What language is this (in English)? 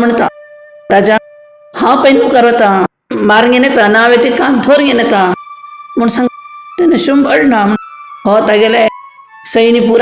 Konkani